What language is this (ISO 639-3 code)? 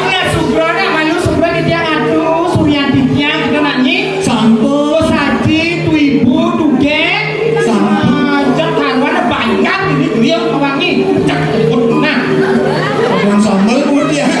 ban